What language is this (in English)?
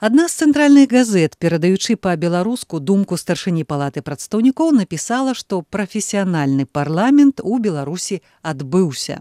Belarusian